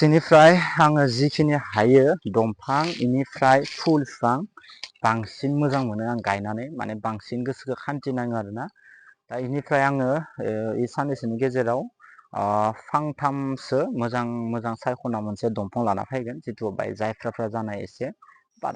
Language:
Bodo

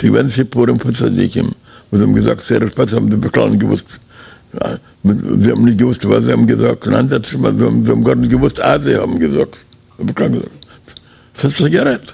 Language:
Yiddish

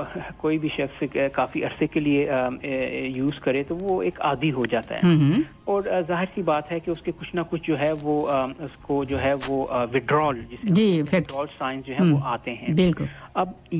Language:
Urdu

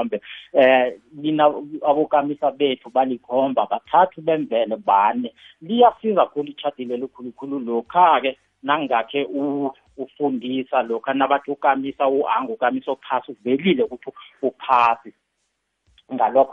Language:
South Ndebele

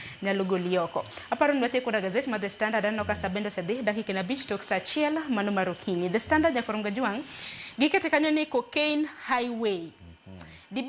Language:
Luo (Kenya and Tanzania)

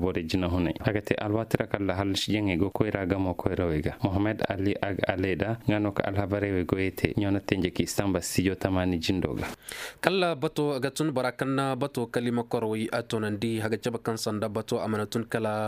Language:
Koyraboro Senni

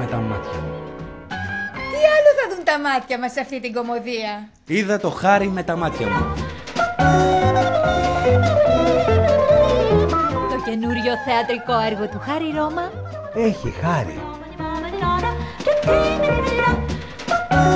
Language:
Greek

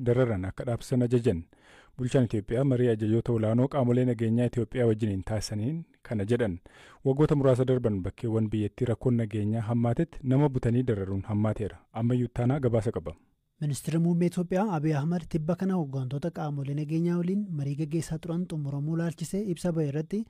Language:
Oromo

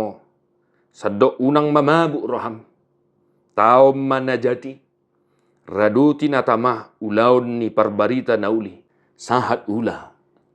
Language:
Batak Toba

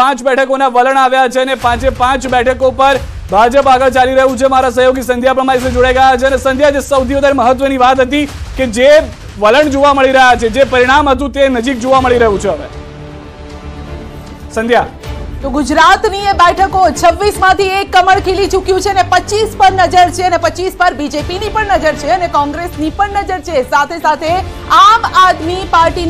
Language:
Gujarati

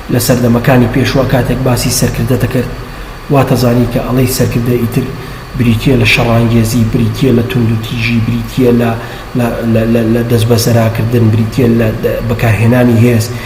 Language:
Central Kurdish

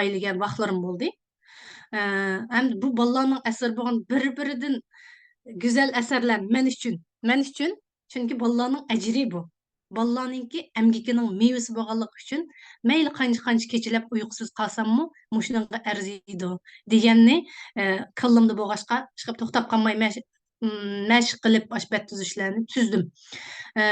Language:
Uyghur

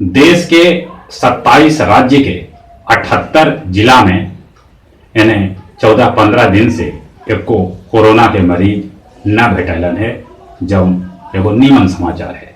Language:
Magahi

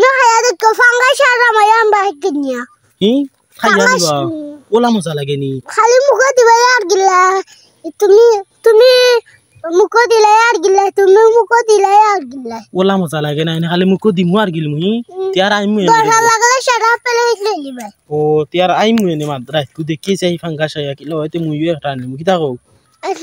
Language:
Sylheti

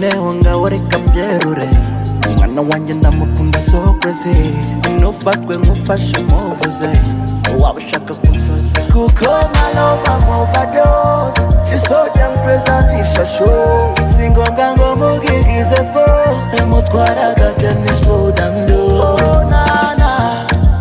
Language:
Kinyarwanda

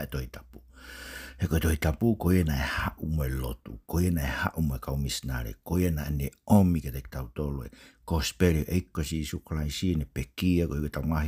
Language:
Tongan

